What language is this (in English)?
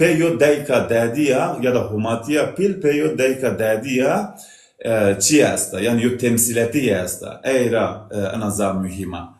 Zaza